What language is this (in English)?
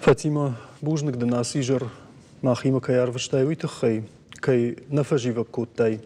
Ossetic